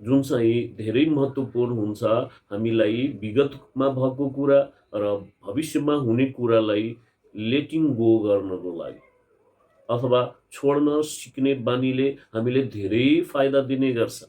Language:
Nepali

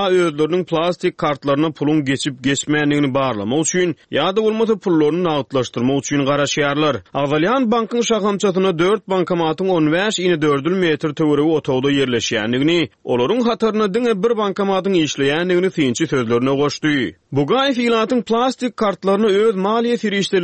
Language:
Turkmen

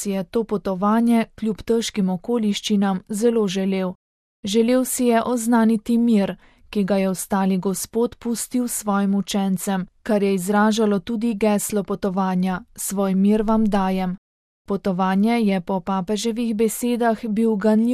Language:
Slovenian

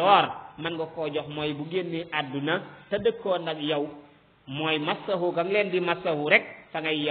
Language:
Wolof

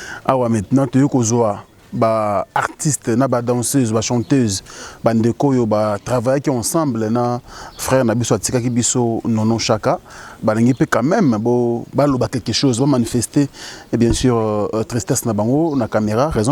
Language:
Lingala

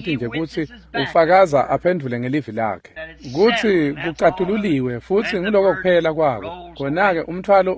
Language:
Swati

